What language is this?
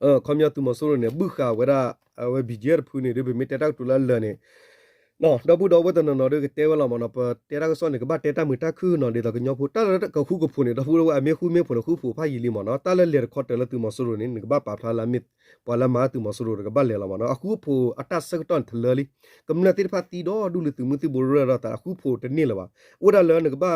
S'gaw Karen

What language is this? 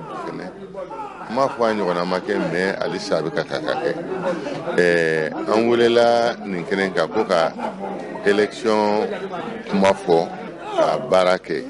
Bambara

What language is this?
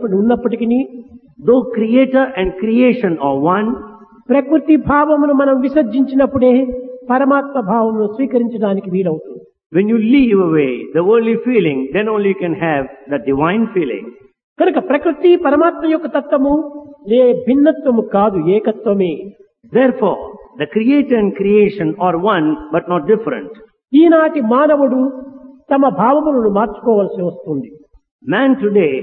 Telugu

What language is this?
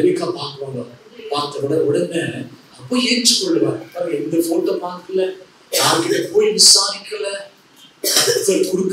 Tamil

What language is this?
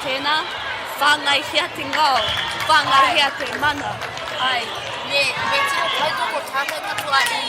Māori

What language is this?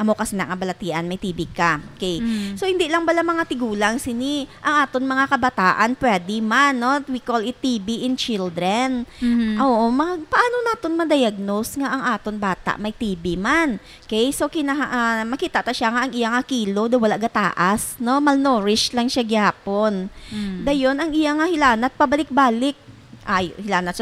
Hiligaynon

